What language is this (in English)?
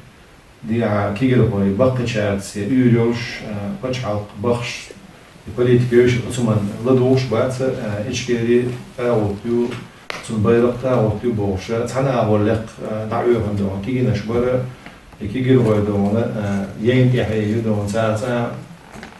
Chechen